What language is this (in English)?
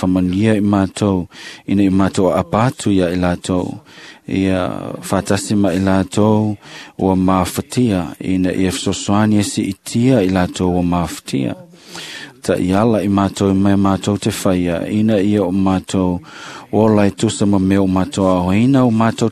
Samoan